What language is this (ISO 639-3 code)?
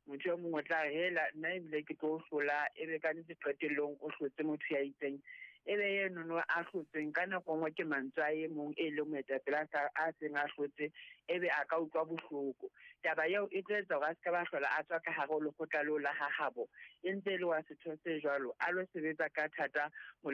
sot